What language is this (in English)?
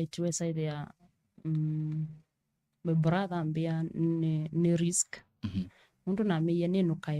Kamba